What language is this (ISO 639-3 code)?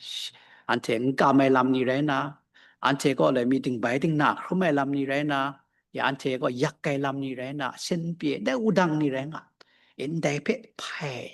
kac